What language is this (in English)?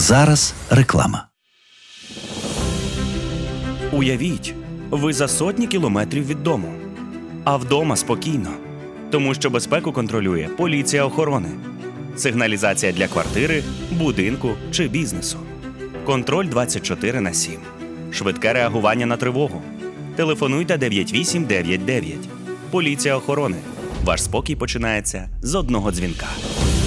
Ukrainian